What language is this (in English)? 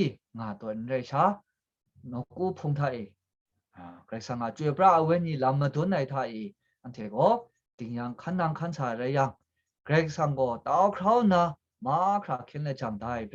Kachin